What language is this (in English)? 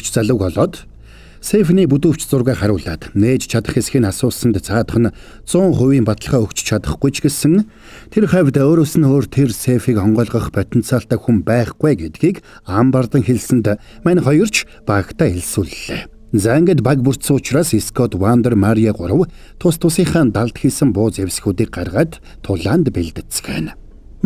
Mongolian